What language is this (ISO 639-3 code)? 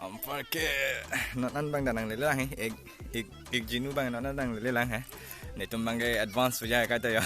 mjw